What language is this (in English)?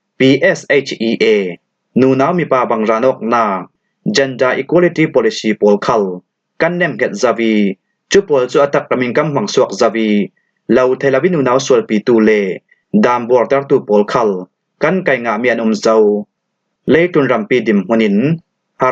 Falam Chin